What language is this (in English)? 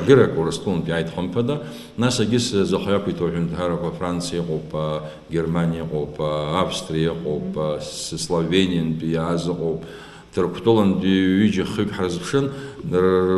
Abkhazian